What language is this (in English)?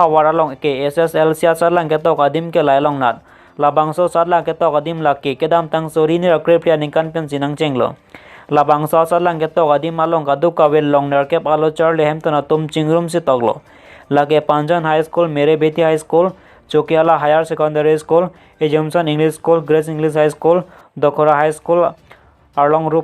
Karbi